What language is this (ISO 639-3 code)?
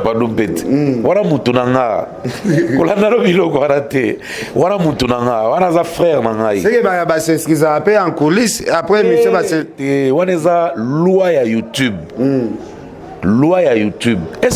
lin